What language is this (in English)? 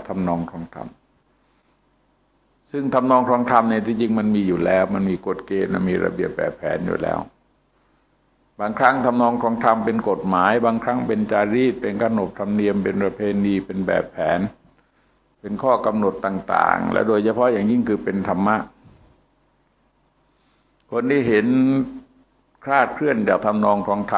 Thai